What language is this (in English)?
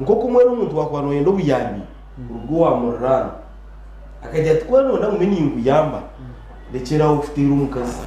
Nyankole